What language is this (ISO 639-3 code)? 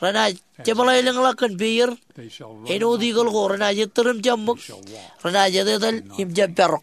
mah